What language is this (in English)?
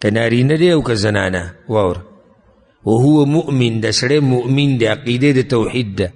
Pashto